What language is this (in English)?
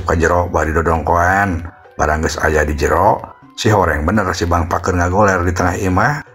Sundanese